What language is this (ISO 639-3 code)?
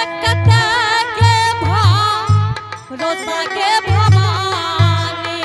anp